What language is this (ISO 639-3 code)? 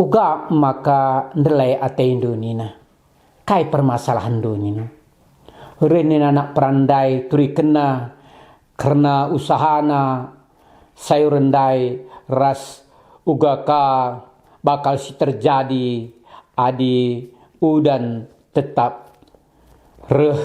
btx